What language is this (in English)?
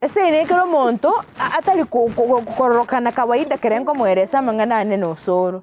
Gusii